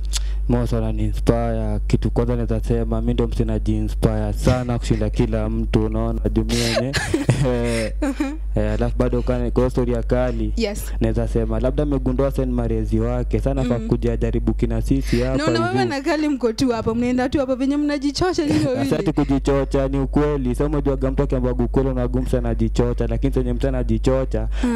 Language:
Swahili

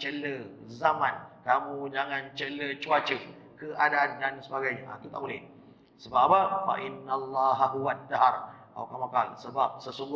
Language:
Malay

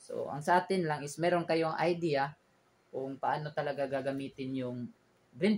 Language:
Filipino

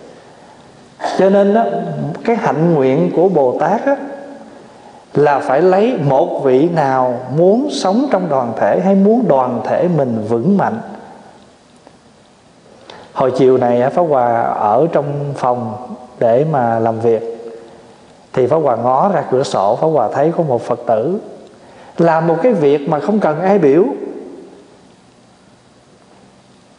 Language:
Vietnamese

